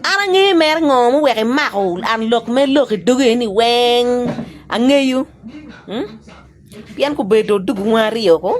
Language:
Acoli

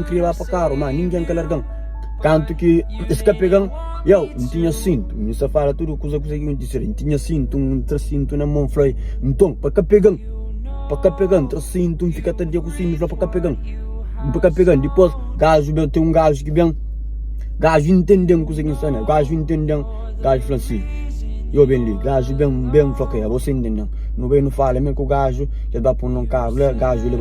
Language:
Kabuverdianu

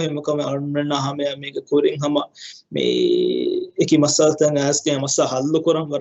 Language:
Divehi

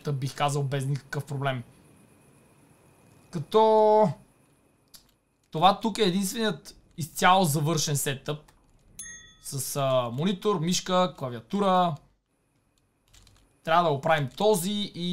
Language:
Bulgarian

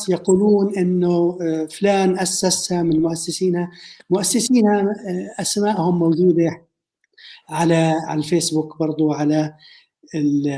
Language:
North Levantine Arabic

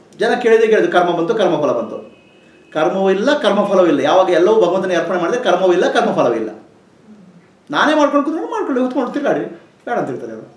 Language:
Kannada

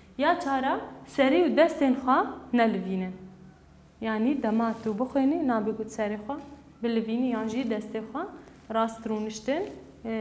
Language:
Kurdish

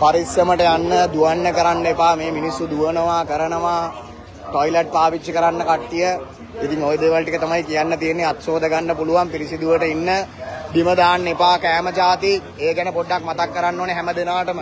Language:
Sinhala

